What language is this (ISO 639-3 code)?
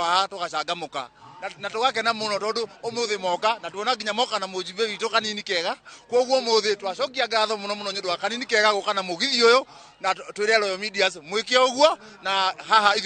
kik